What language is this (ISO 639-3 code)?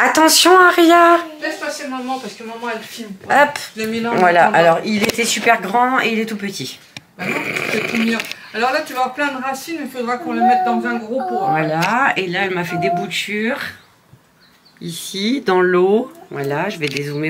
fra